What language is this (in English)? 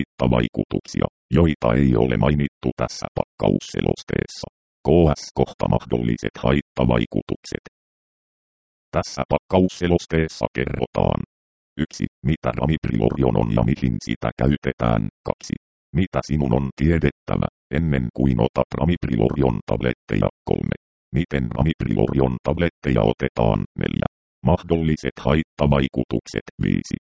Finnish